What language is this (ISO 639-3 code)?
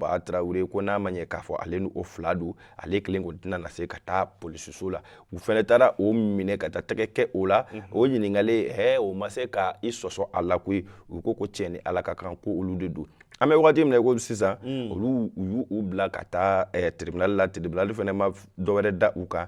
bam